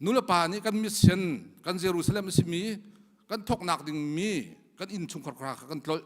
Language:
Hakha Chin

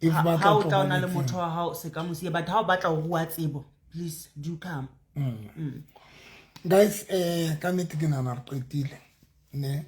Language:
Southern Sotho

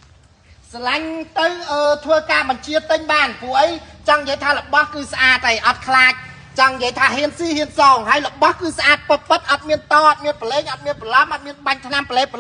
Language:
Khmer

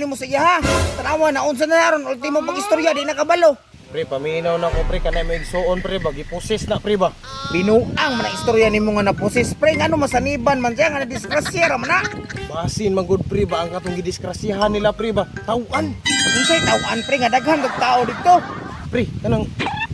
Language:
Cebuano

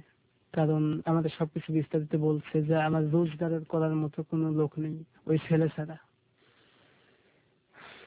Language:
Bangla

